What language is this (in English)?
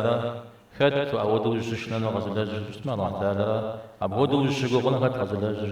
Kabardian